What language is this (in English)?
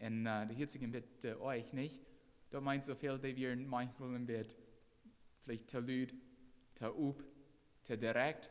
Plautdietsch